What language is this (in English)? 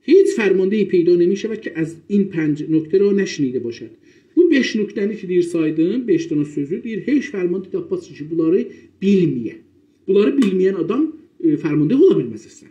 South Azerbaijani